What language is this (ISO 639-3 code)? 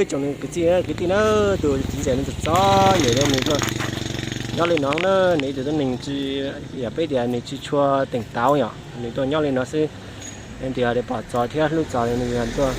hmn